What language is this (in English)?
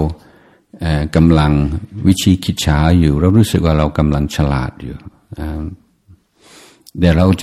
Thai